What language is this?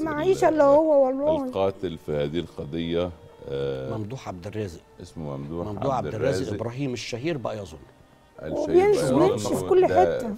Egyptian Arabic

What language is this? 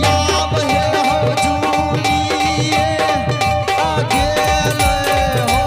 Angika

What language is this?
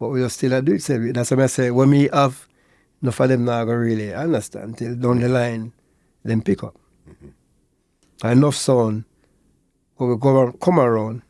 Jamaican Creole English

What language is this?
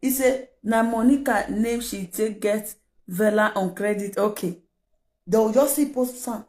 Nigerian Pidgin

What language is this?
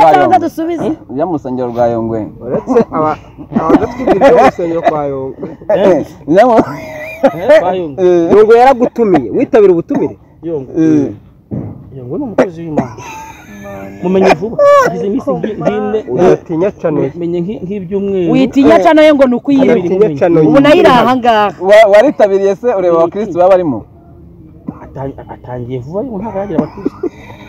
Kinyarwanda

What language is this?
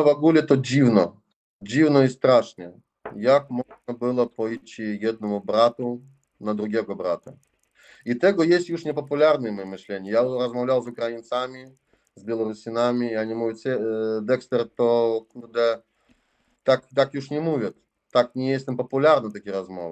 Polish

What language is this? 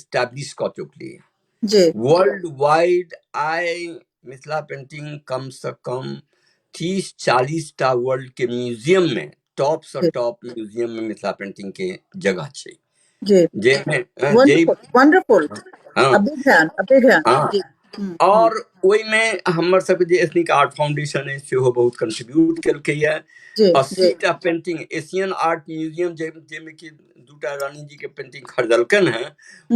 Maithili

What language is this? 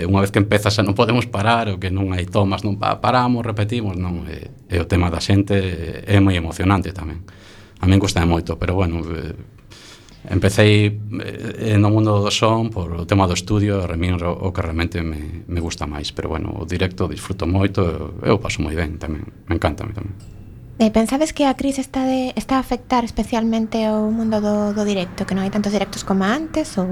Galician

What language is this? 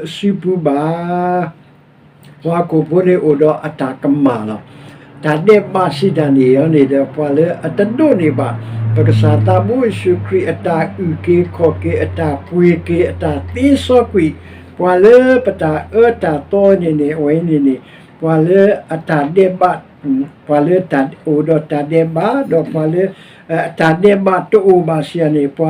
S'gaw Karen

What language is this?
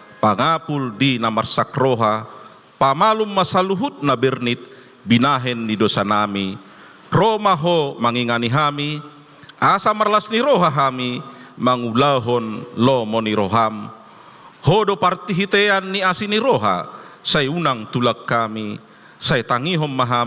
Batak Toba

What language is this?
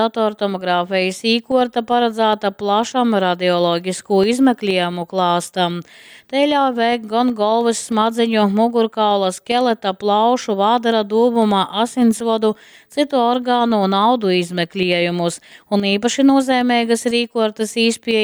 Latgalian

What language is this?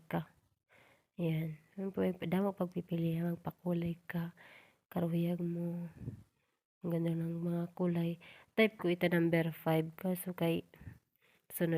Waray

